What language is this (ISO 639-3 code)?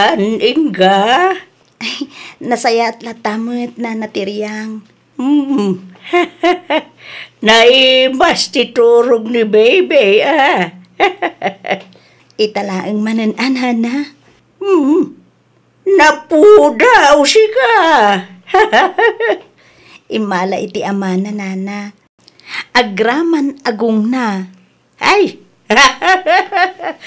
ilo